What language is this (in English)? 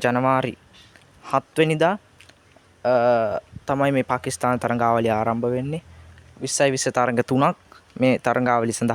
Sinhala